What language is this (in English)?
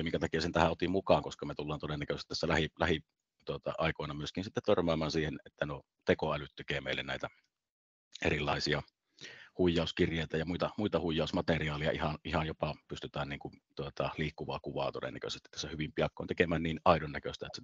Finnish